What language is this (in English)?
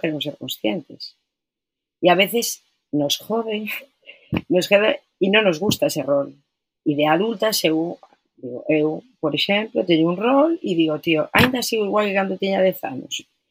Galician